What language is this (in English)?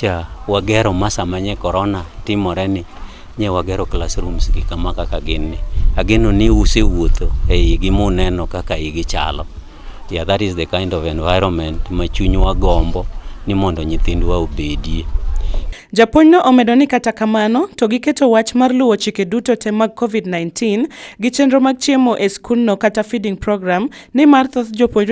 Luo (Kenya and Tanzania)